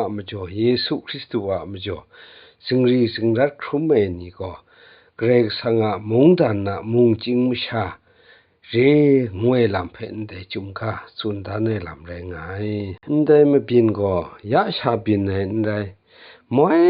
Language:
Kachin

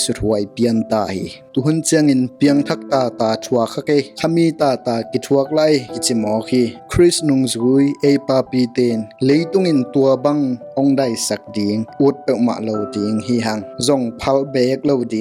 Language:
Tedim Chin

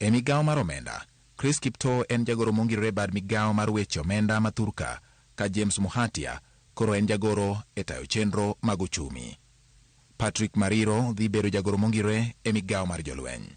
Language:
Luo (Kenya and Tanzania)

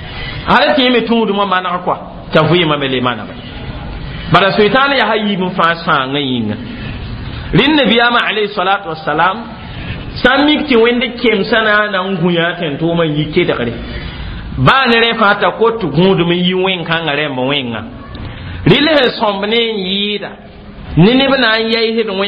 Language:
Mossi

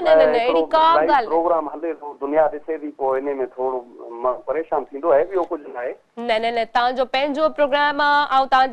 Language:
Sindhi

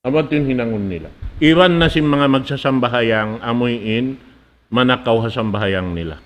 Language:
Tausug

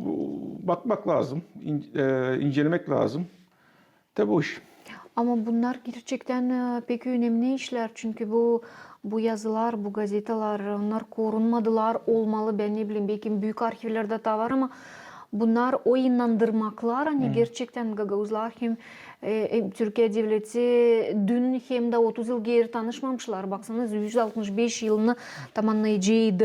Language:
Gagauz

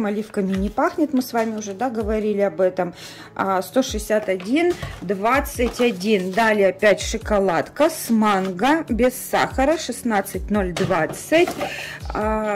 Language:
Russian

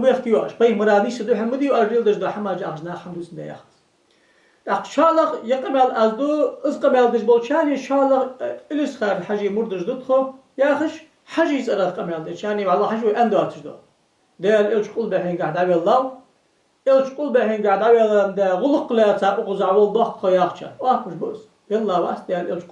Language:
Ingush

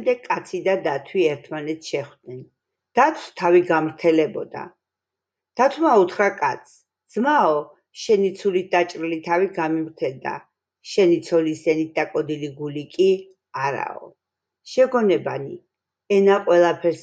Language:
Georgian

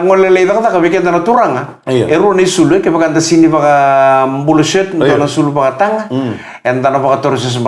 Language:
Fijian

